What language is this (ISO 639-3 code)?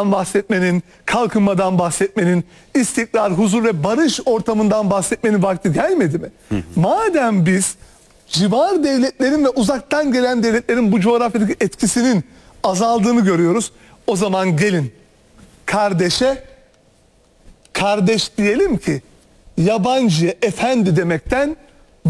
tur